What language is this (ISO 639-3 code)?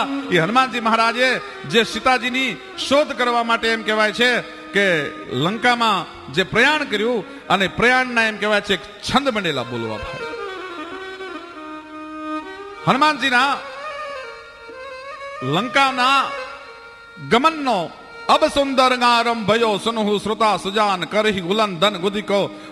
guj